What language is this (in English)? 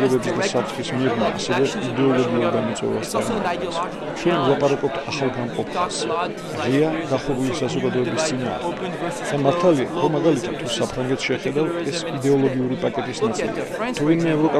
Georgian